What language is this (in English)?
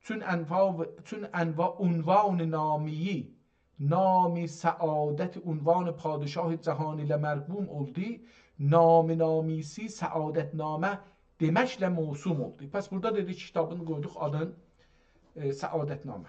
South Azerbaijani